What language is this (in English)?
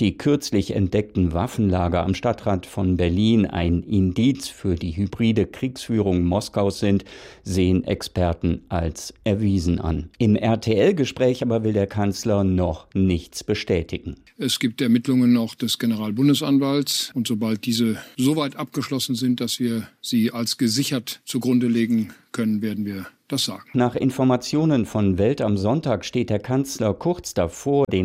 German